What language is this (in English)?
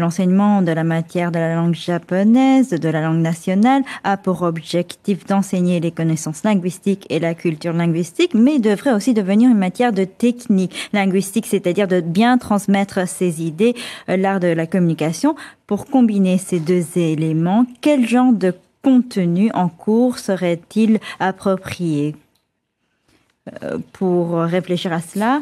French